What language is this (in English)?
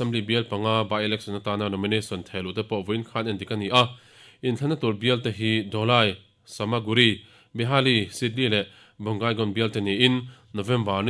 Mizo